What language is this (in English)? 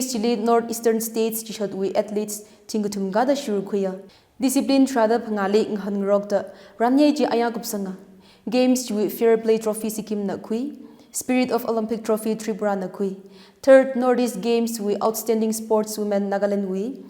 Tangkhul Naga (India)